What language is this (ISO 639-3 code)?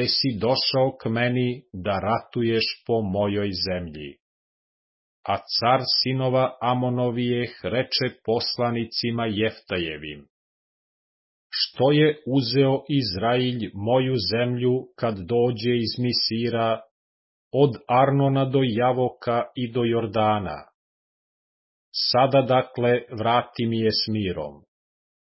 srp